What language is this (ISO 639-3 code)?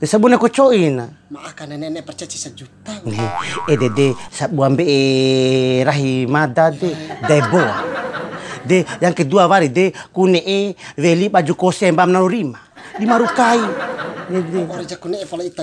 bhp